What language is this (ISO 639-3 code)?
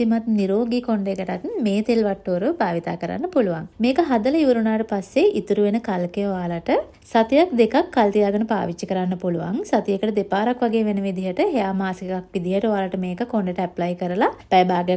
sin